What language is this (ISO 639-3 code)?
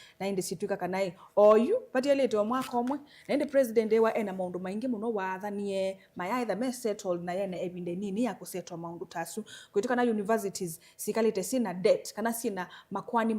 kam